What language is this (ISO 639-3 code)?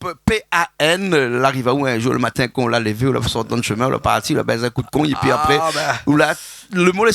rcf